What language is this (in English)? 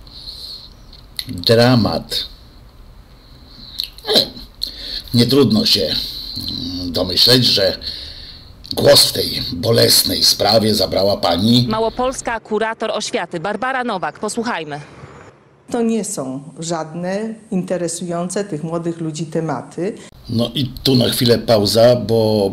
Polish